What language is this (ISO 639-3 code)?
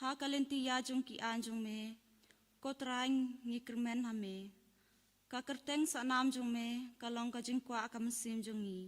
kha